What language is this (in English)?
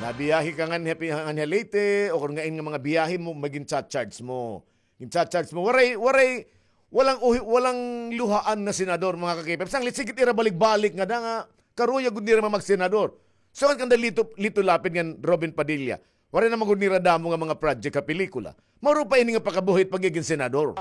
Waray